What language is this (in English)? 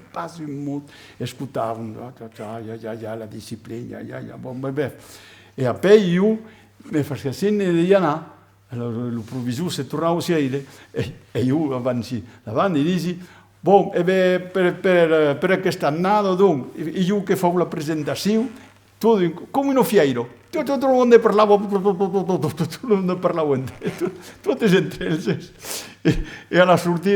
Occitan